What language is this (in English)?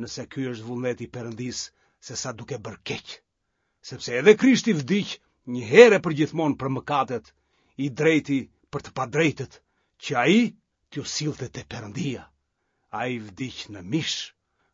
Albanian